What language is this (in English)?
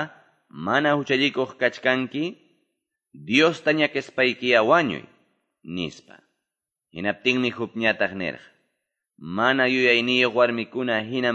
Quechua